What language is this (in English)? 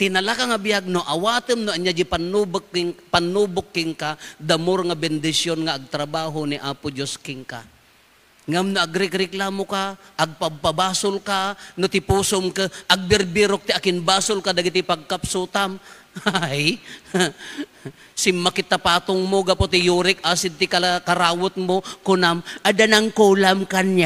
Iloko